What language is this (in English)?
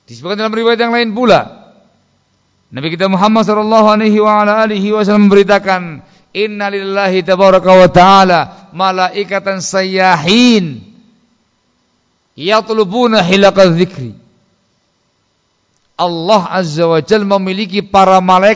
Indonesian